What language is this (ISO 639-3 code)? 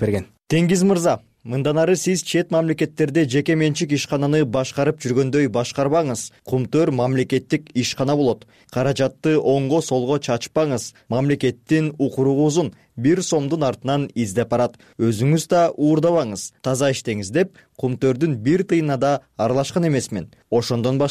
kir